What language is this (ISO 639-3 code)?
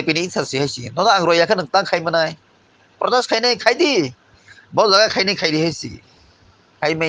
trp